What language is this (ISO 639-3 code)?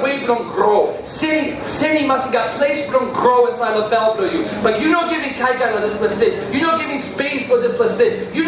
tpi